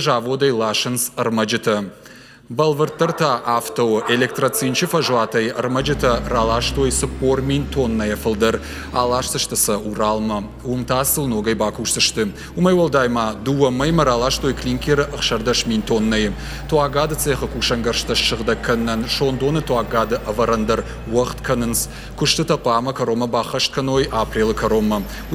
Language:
Ossetic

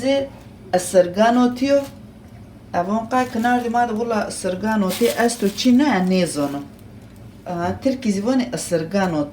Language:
Zaza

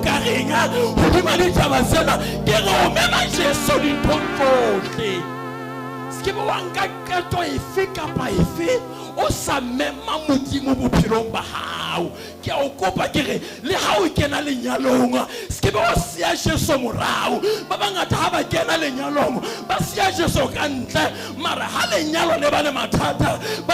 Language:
Southern Sotho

